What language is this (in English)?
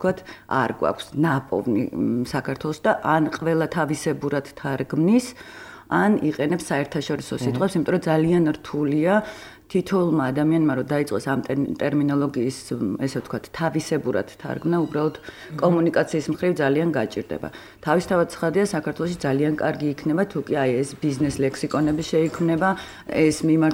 Georgian